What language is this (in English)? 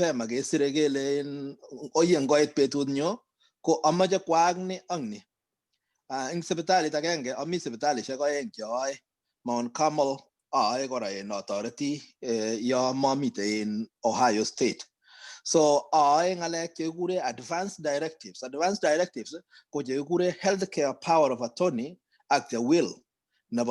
Kalenjin